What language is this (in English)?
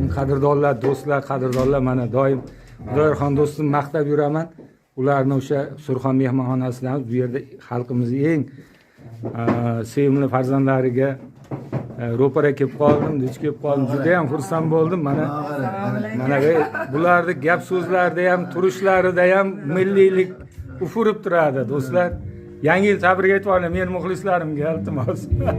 Uzbek